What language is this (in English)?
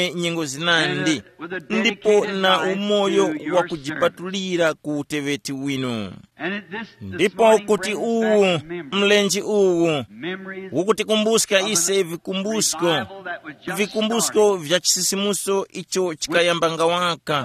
Tumbuka